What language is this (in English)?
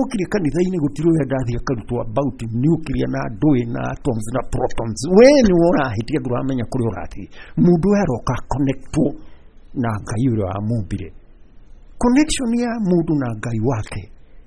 Kikuyu